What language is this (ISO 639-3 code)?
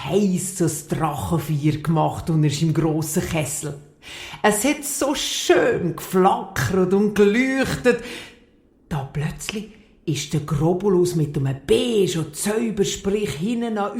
gsw